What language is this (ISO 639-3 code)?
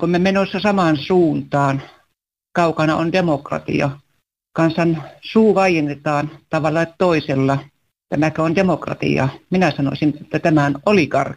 fin